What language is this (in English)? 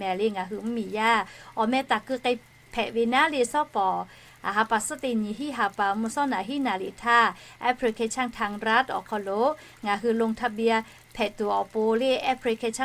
Lahu